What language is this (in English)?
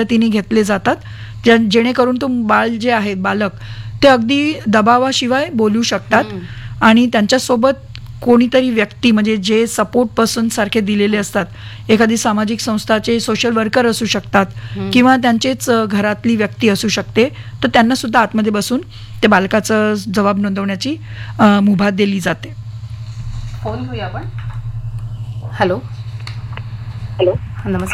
Marathi